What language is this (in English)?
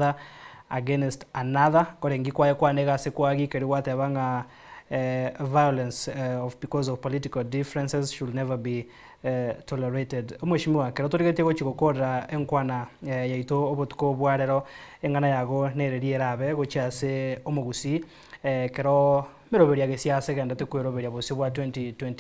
Gusii